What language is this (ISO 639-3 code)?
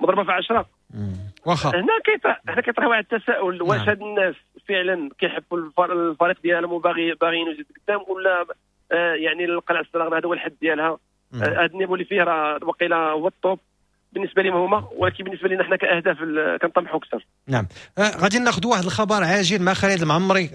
ary